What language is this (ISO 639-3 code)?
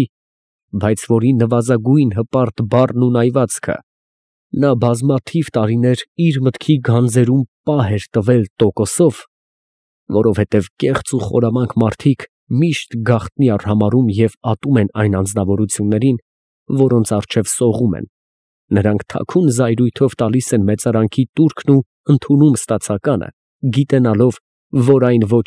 hye